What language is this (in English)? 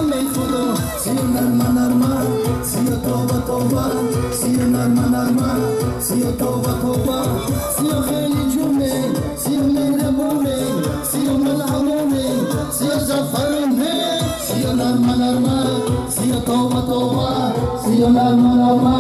Tajik